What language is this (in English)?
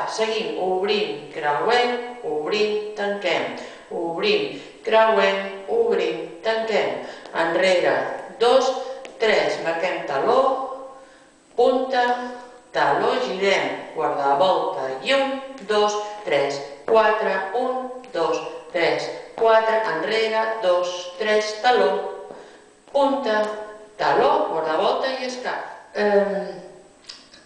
Catalan